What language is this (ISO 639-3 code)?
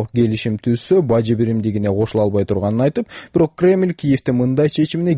kir